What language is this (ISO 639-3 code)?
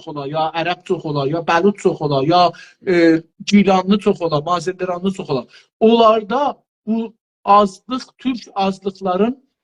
azb